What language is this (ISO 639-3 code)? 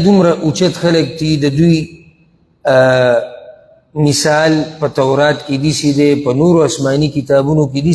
pus